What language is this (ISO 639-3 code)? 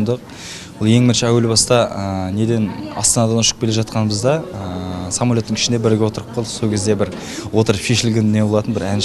kaz